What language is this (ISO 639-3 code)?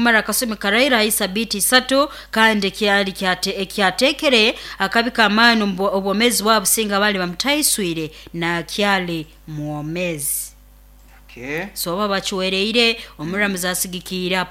nyo